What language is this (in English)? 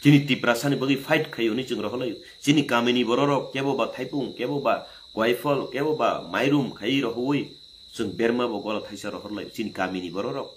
Kok Borok